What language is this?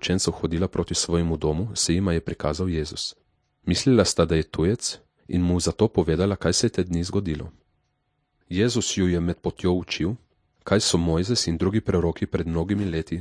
Slovenian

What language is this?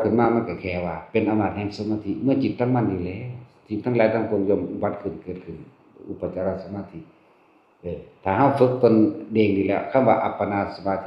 Northeastern Thai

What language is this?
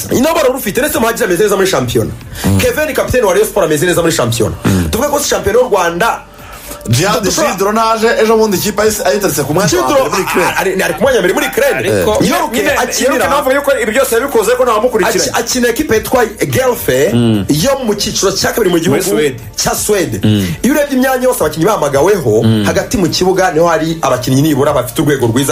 Kinyarwanda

